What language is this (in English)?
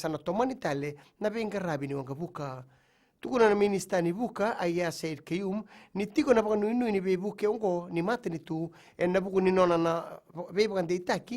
Fijian